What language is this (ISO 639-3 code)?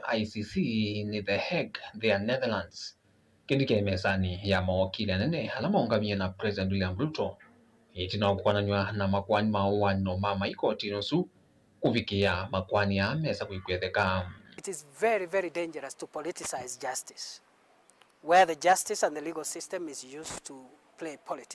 kam